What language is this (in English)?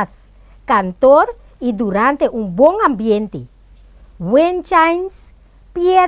Papiamento